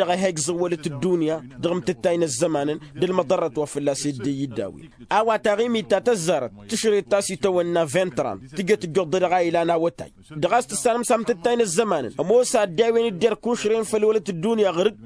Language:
Tamasheq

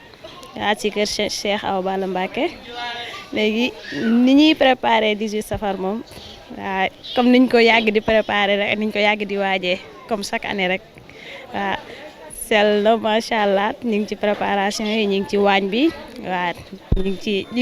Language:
Wolof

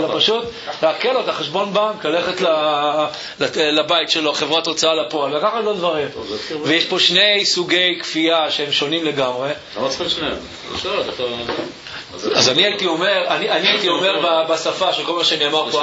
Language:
Hebrew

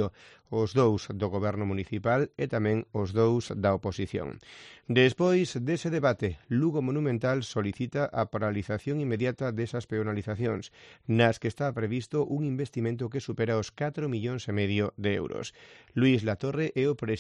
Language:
Galician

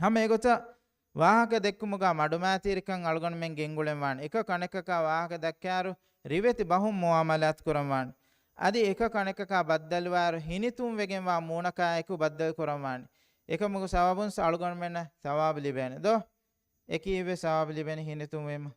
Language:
Divehi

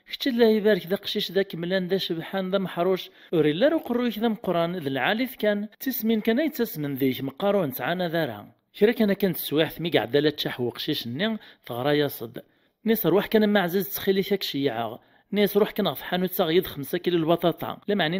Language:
Kabyle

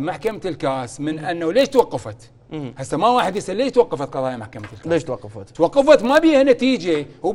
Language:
Mesopotamian Arabic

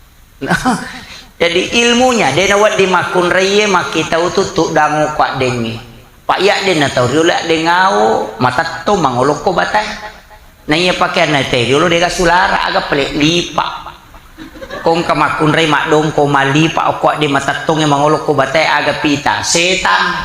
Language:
Buginese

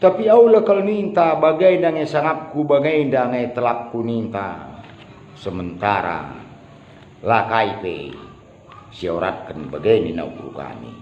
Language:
Batak Karo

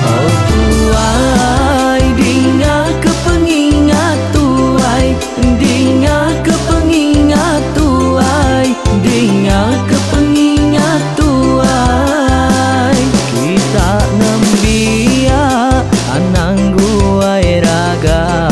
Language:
Iban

